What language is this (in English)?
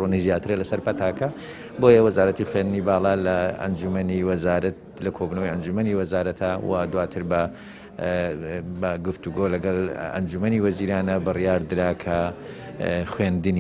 Central Kurdish